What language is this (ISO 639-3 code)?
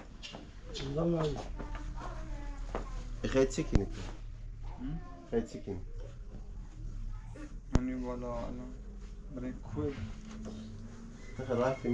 fas